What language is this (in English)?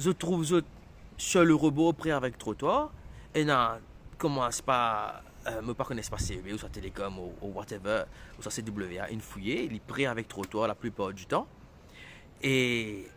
Morisyen